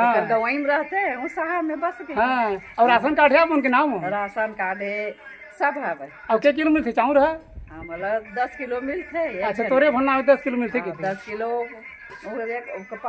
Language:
Chhattisgarhi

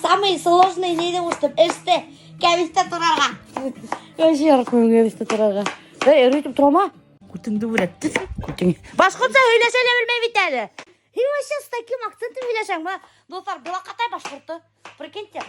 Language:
Bashkir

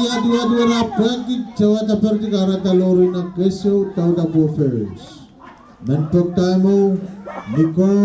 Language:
Pohnpeian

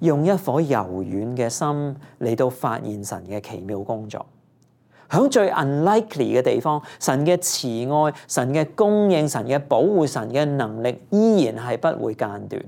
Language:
Cantonese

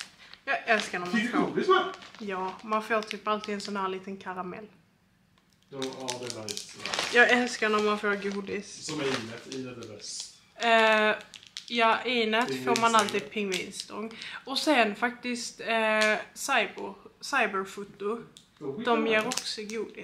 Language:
Swedish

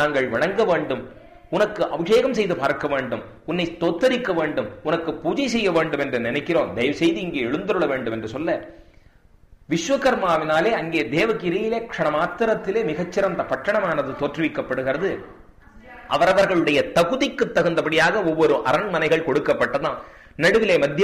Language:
Tamil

